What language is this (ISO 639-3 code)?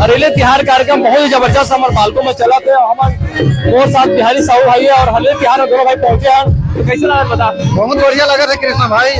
hne